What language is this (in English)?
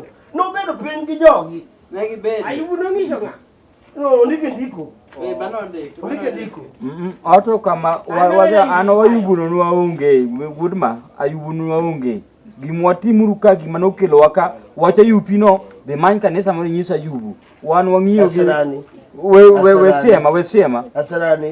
Luo (Kenya and Tanzania)